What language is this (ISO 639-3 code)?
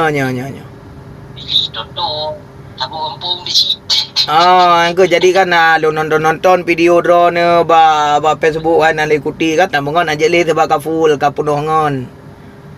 ace